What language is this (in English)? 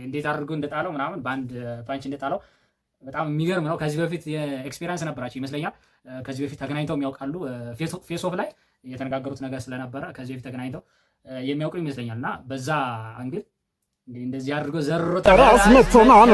Amharic